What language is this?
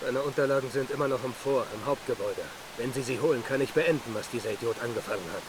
Bavarian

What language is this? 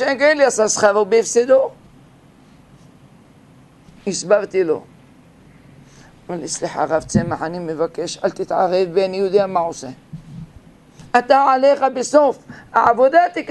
Hebrew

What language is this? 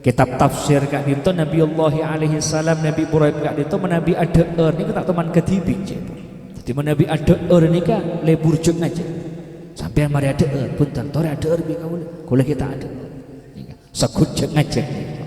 Madurese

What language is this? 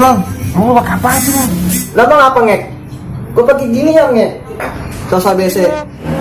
Betawi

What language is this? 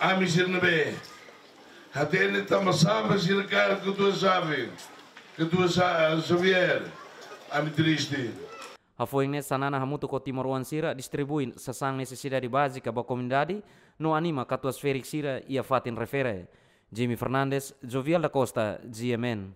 Tetum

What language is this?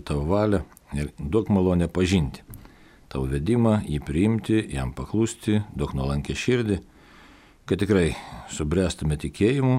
Lithuanian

